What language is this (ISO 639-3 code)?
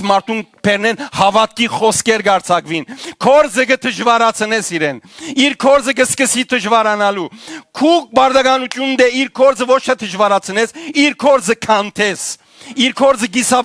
hyw